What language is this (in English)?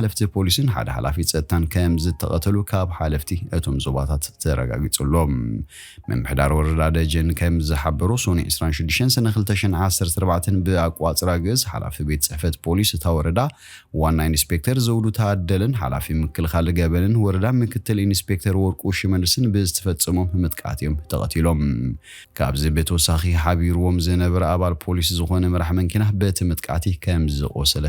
Tigrinya